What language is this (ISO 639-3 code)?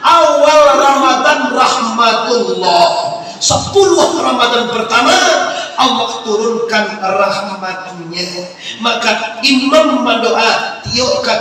min